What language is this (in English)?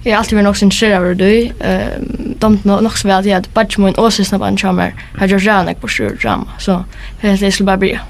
Faroese